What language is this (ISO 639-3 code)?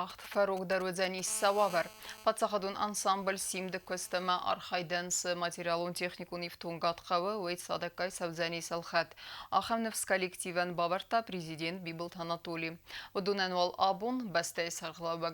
oss